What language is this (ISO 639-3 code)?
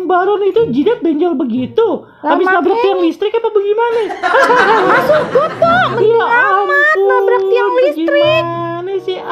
bew